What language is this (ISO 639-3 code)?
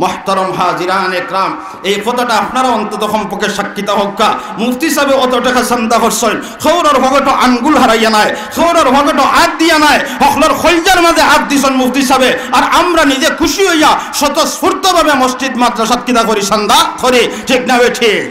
syl